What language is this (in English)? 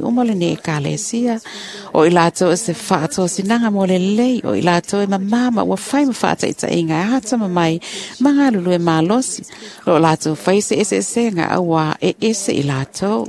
Samoan